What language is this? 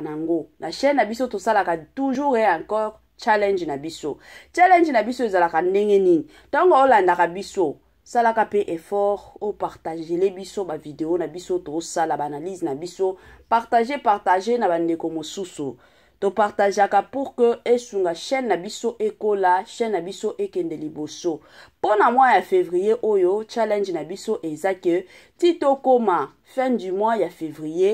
Lingala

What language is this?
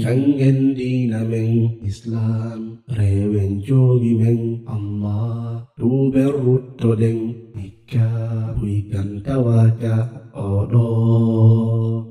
Fula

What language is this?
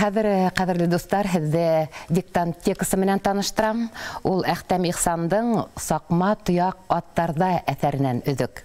Bashkir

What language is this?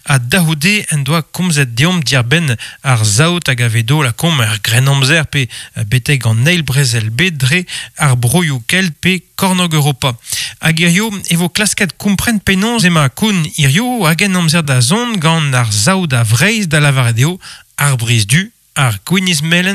Breton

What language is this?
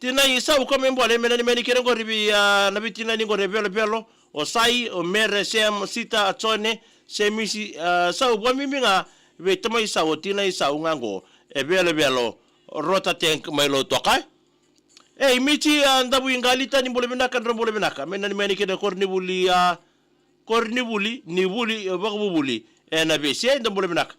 Fijian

